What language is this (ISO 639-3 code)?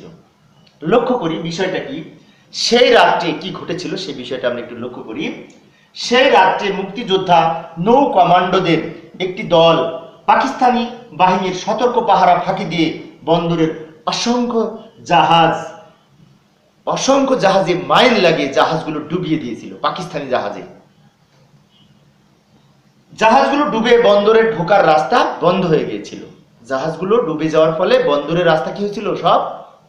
ben